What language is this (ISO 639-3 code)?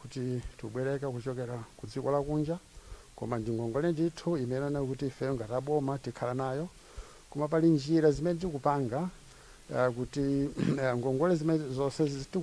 nya